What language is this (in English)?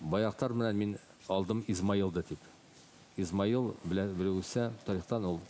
Bashkir